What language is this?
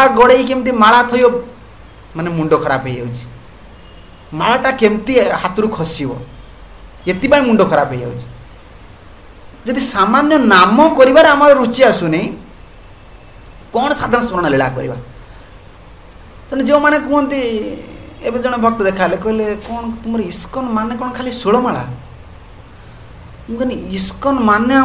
Odia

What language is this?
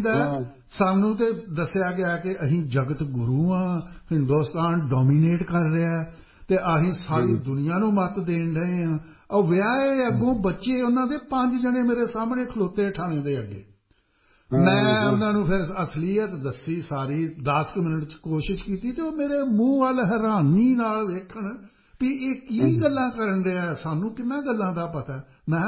Punjabi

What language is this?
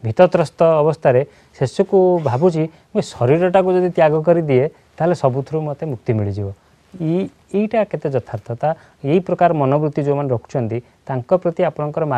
Odia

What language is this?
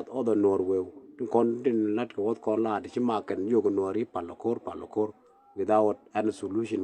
Nuer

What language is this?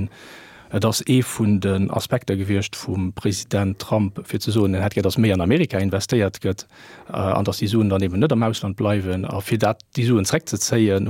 Luxembourgish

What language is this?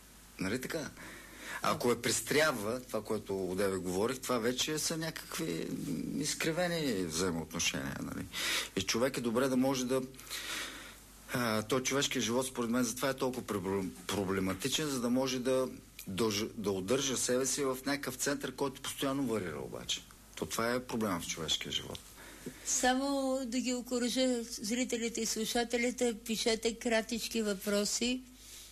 Bulgarian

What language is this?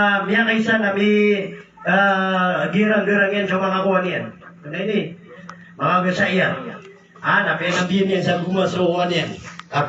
Maranao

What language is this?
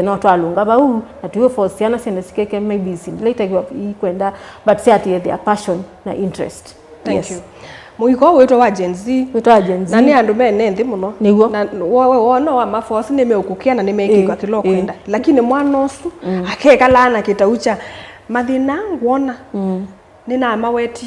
Kamba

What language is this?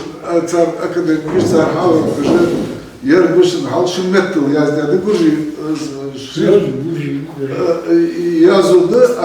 Ingush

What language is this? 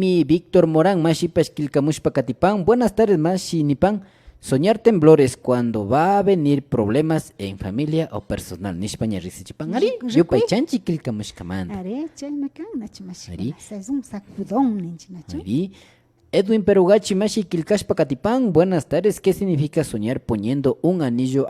Imbabura Highland Quichua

